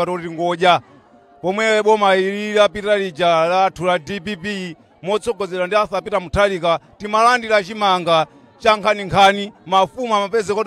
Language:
Nyanja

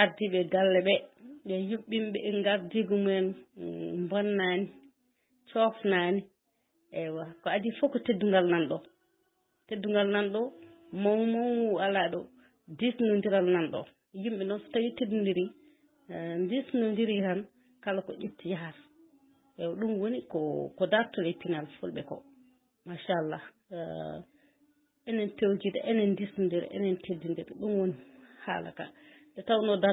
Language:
Fula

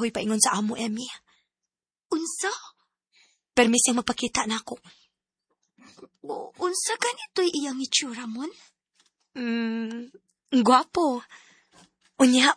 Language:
Cebuano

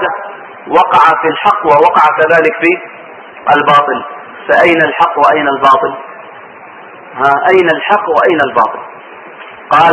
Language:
Arabic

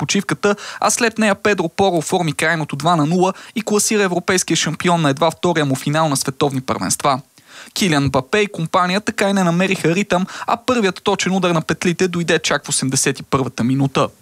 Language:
Bulgarian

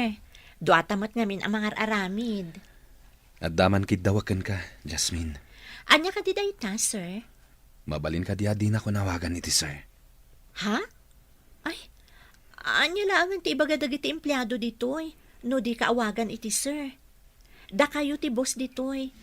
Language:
Iloko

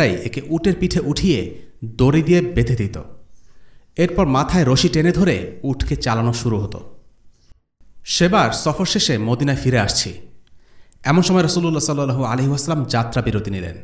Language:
Bangla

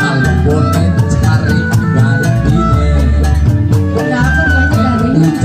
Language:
Betawi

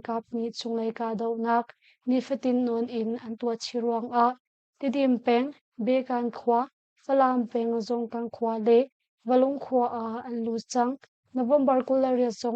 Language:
Hakha Chin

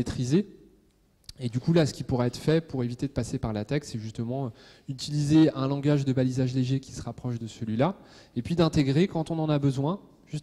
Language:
French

